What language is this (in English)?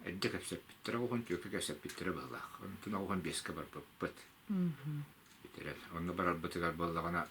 Yakut